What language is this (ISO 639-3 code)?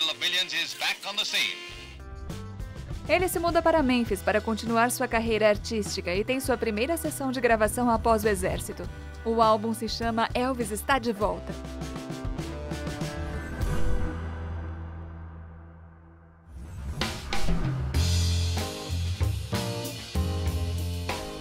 por